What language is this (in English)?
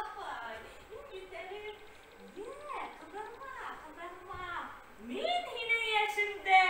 Bashkir